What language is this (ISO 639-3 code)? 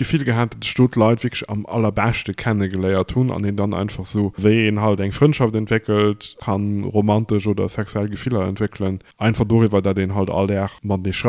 ltz